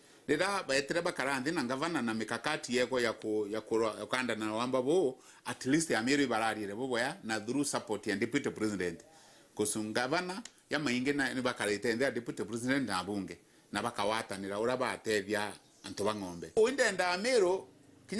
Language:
Meru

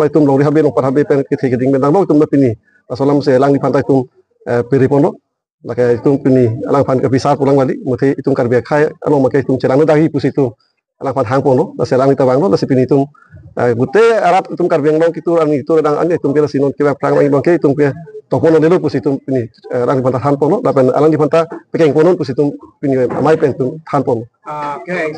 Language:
Karbi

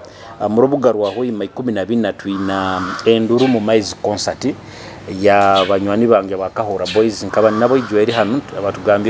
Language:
Nyoro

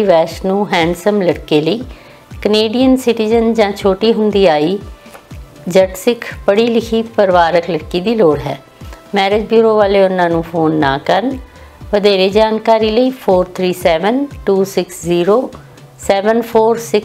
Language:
Punjabi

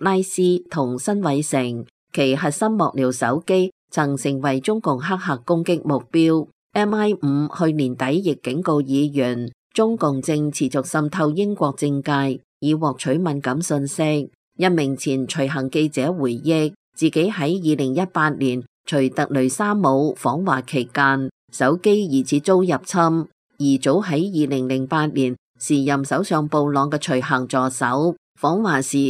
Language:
Cantonese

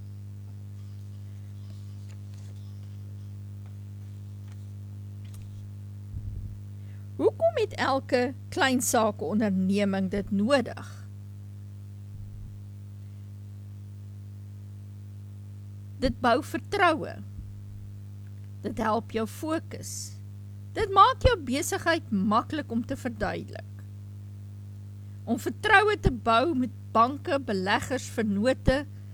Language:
Afrikaans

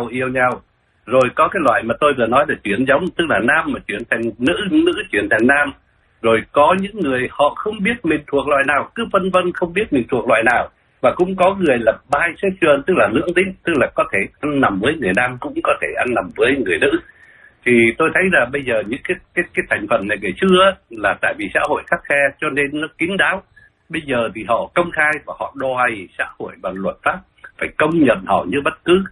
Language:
Vietnamese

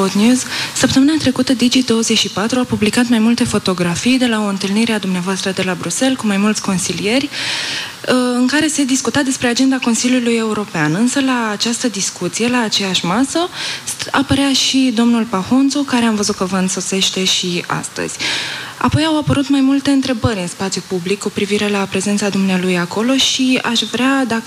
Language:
Romanian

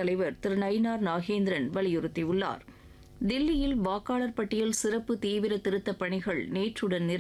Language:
Tamil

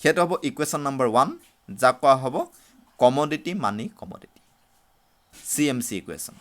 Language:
Assamese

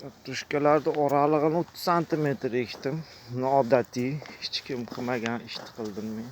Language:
Uzbek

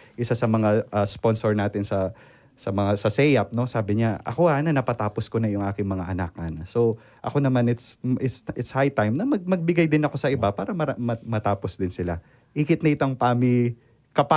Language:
Pampanga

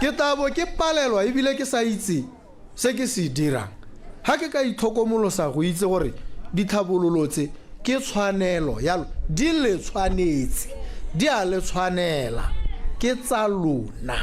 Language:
Tswana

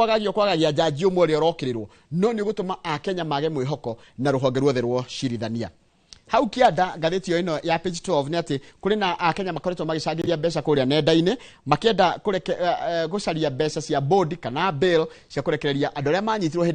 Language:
Kikuyu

